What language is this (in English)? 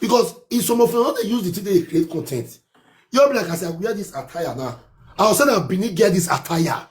Nigerian Pidgin